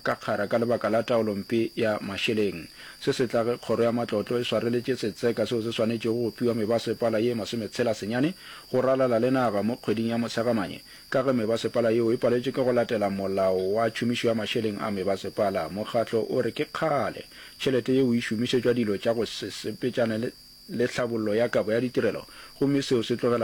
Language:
Northern Sotho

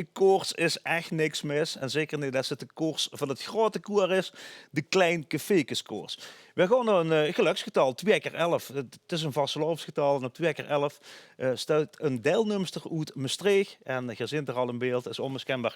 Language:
Limburgish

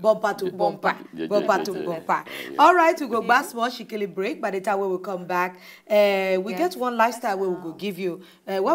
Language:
Nigerian Pidgin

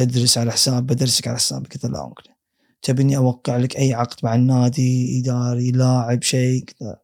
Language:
Gulf Arabic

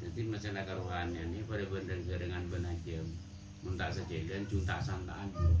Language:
Madurese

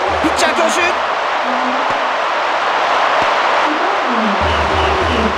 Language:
Japanese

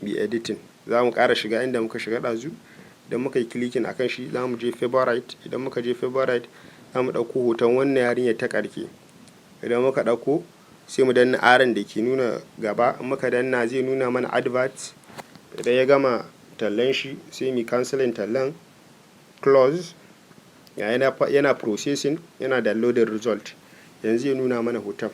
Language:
Hausa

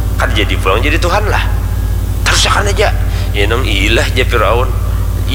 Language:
Banjar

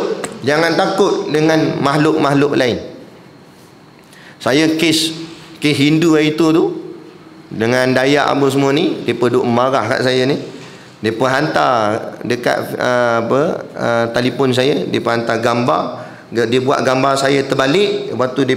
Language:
Malay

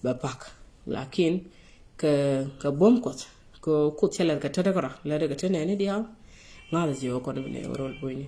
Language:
Nuer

